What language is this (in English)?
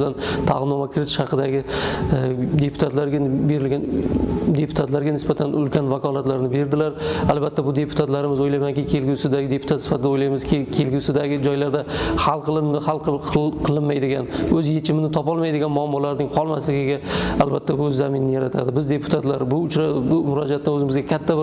Uzbek